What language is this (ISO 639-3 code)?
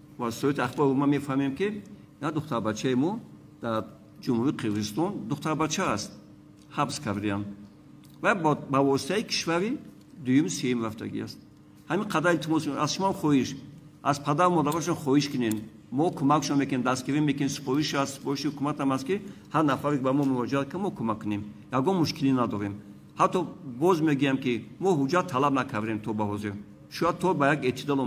tgk